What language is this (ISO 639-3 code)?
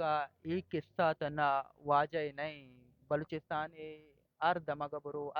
bal